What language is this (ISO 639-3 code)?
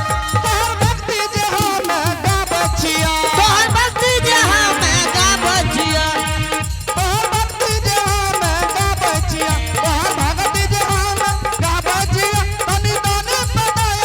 anp